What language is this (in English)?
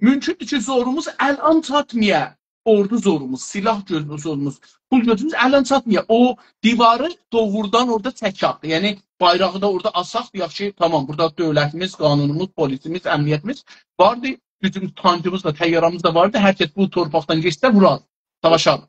South Azerbaijani